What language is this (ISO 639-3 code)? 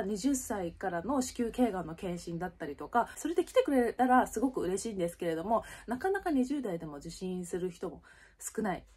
jpn